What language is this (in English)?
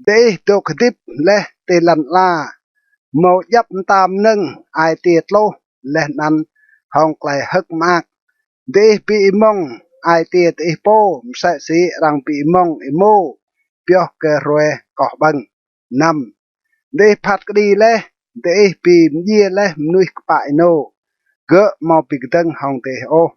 Rade